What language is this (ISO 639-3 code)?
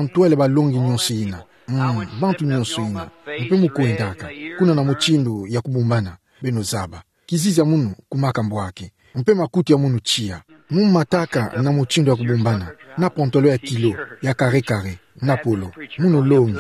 ktu